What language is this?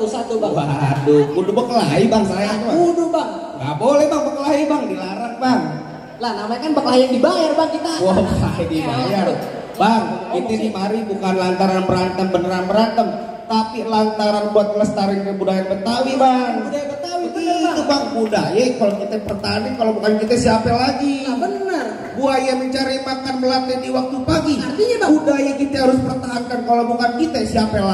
Betawi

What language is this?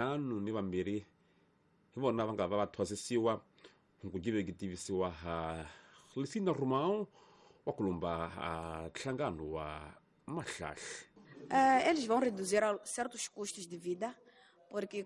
Tsonga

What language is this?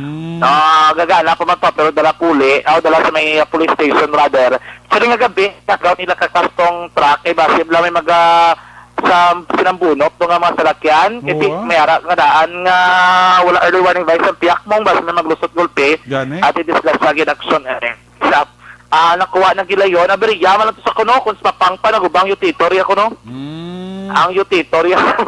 Hiligaynon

